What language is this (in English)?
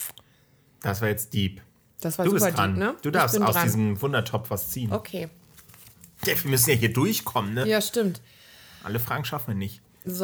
German